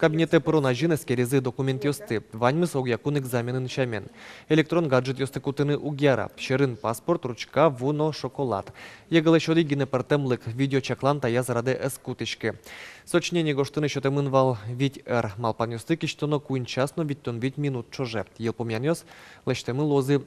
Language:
Udmurt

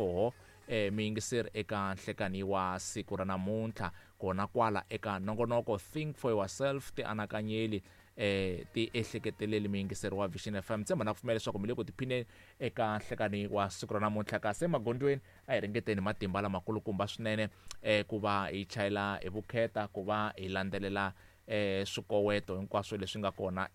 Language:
Tsonga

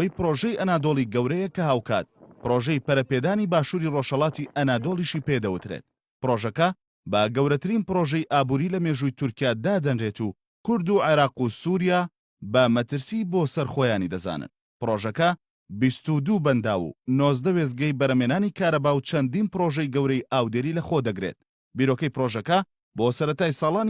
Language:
Central Kurdish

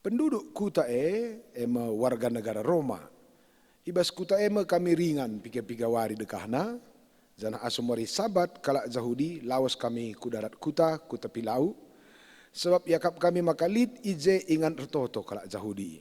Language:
Batak Karo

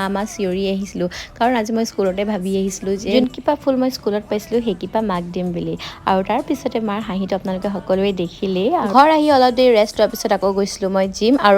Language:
Assamese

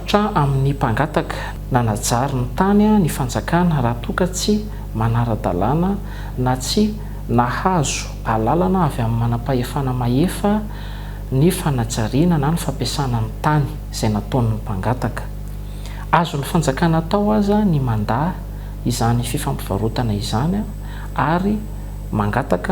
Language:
Malagasy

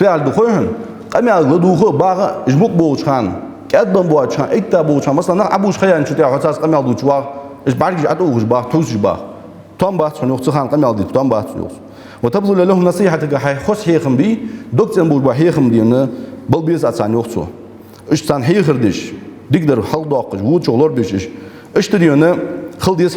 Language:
Ingush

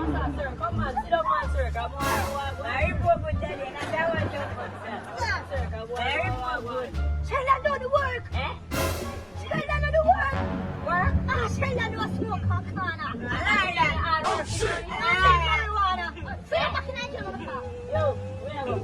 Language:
Jamaican Creole English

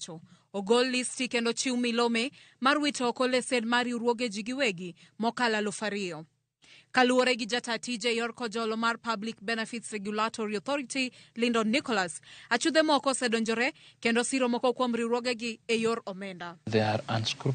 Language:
Luo (Kenya and Tanzania)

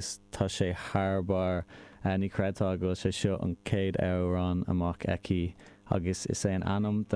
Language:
Irish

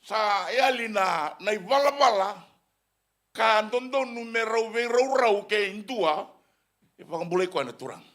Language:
Fijian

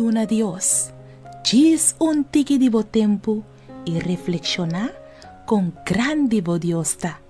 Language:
Papiamento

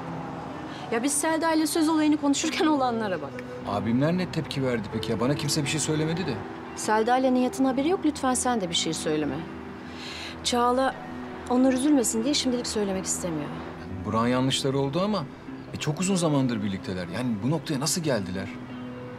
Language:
Turkish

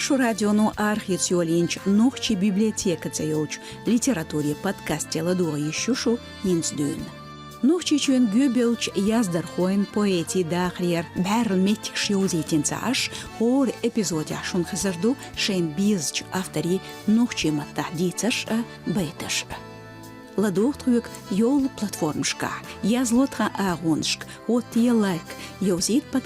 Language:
Chechen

